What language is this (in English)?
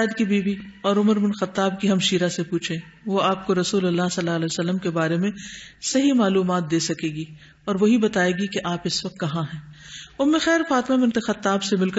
Urdu